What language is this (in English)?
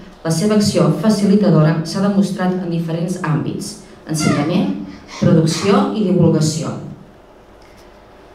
Catalan